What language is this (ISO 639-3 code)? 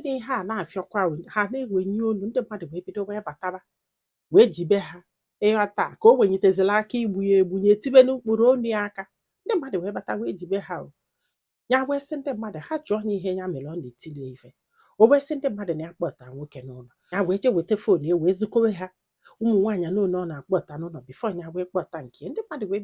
ibo